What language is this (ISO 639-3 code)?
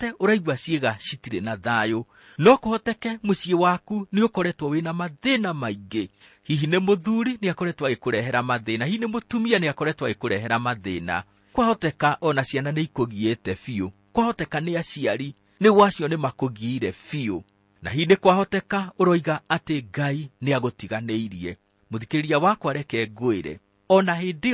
kik